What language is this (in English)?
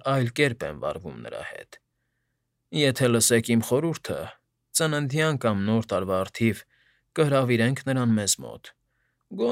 Armenian